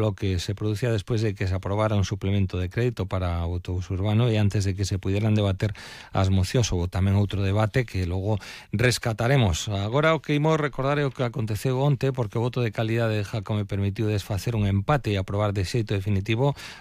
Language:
Galician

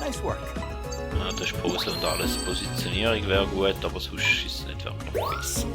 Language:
Swiss German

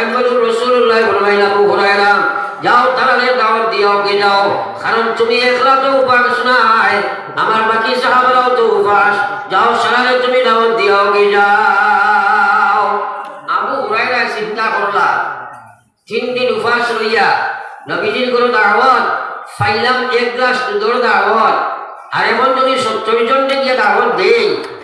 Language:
Sylheti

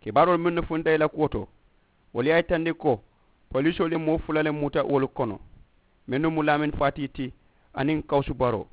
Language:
Mandingo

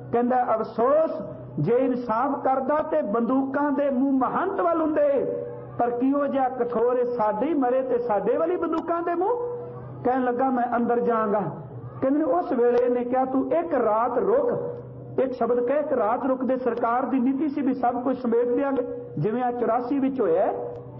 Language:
Punjabi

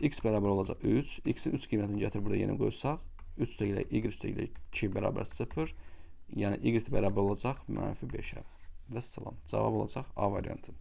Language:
Azerbaijani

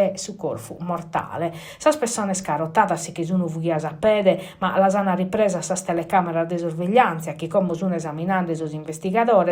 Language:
Sardinian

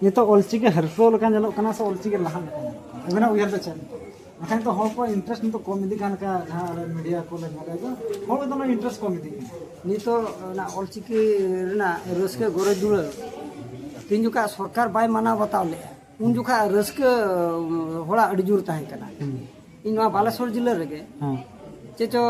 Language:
Santali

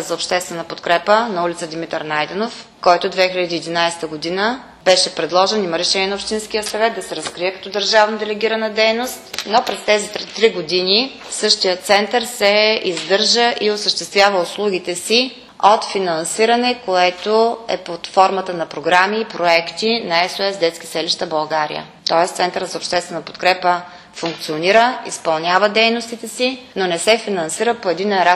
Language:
Bulgarian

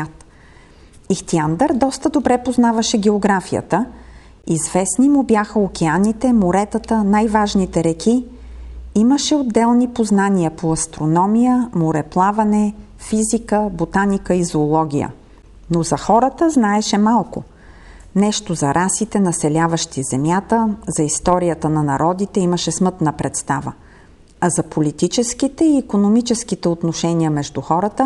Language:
Bulgarian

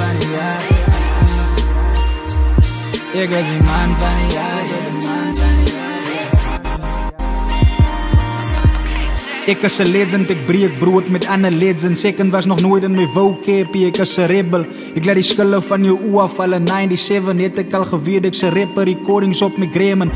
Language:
Afrikaans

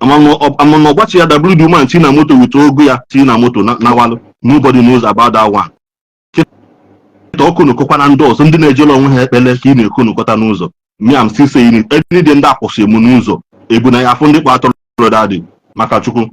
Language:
Igbo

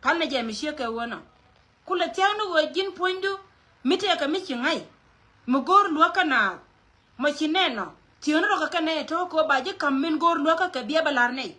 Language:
Nuer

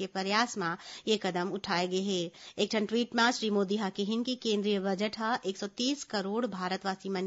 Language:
Chhattisgarhi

